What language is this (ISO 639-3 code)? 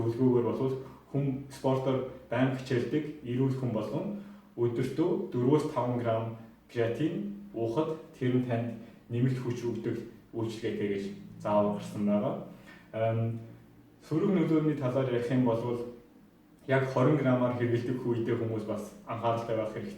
mon